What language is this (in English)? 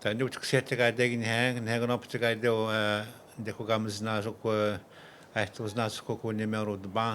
Atikamekw